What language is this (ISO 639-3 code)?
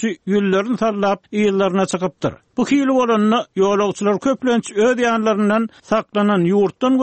tuk